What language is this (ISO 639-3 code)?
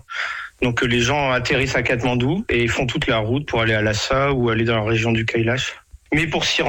fra